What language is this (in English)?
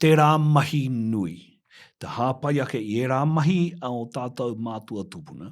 Māori